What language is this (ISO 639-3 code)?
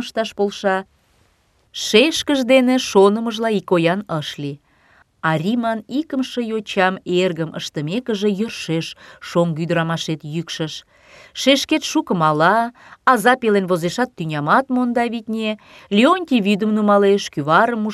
chm